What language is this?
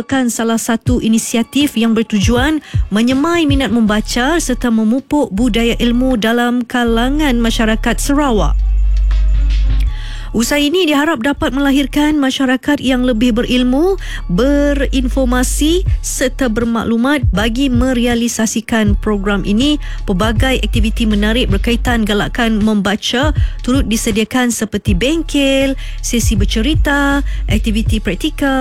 Malay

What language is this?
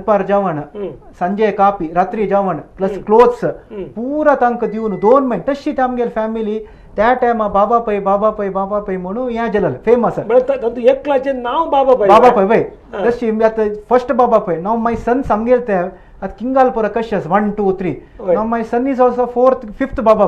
Konkani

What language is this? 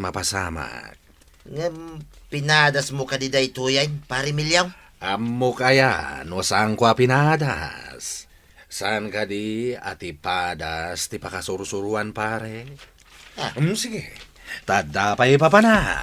Iloko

